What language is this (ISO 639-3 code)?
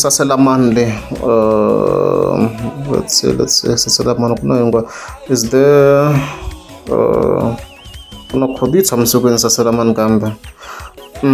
tso